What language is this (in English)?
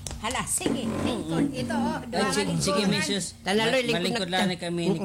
Waray